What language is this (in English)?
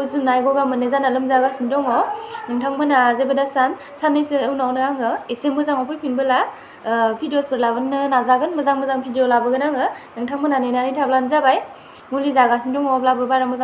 Bodo